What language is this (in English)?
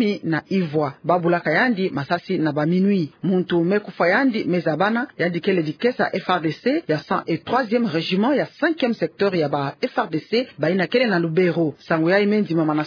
Kituba (Democratic Republic of Congo)